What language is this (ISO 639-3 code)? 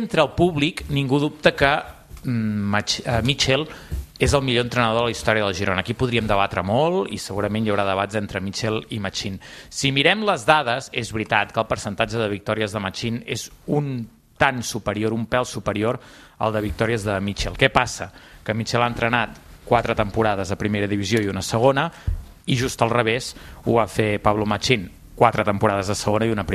cat